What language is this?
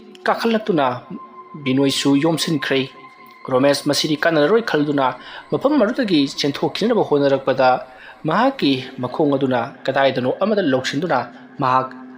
Manipuri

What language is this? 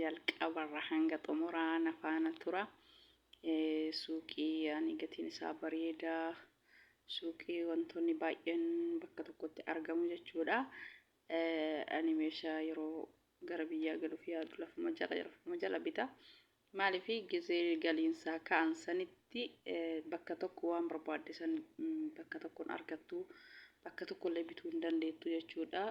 Oromo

